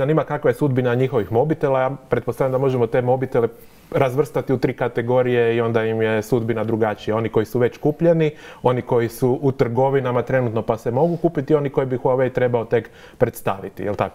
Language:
Croatian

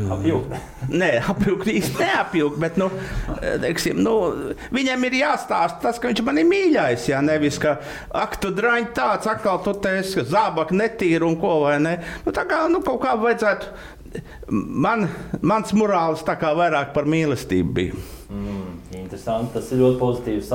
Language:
Latvian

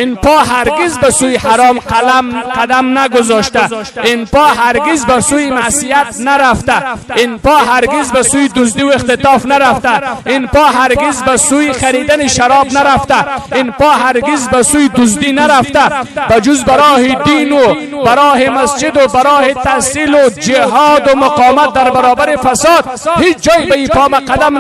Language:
Persian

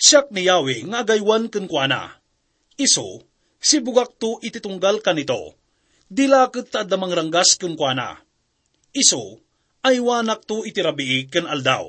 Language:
Iloko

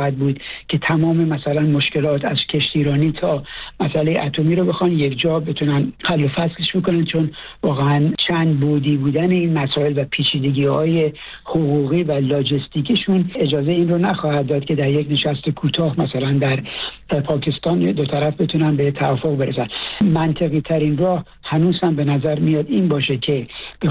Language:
Persian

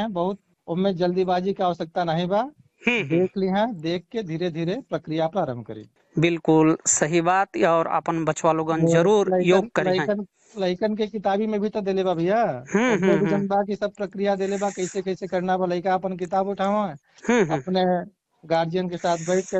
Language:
Bhojpuri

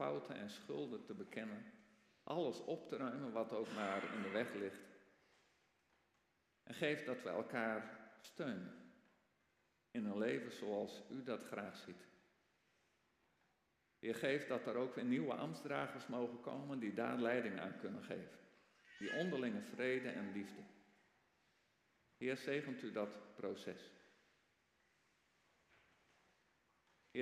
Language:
Dutch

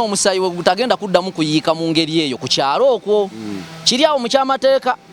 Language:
Ganda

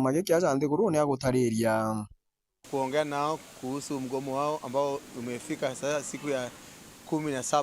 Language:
Meru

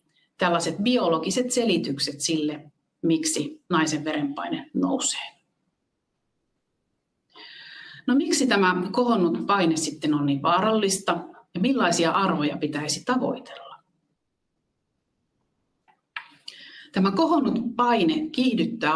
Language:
Finnish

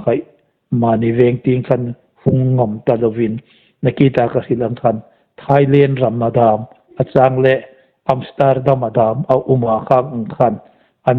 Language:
Hmar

